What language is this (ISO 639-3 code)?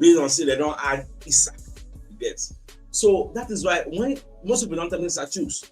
pcm